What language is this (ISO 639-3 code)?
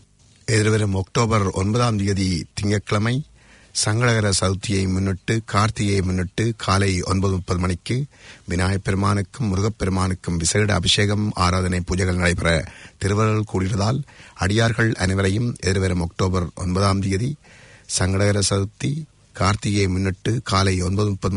tam